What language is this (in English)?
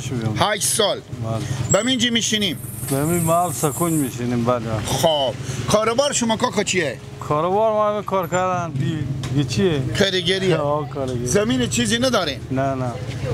Persian